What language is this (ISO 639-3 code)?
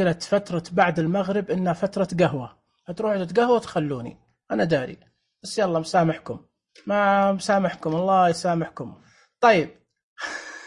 ars